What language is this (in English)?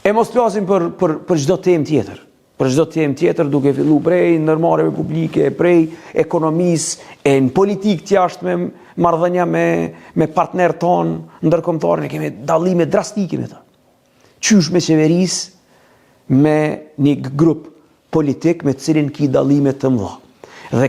Albanian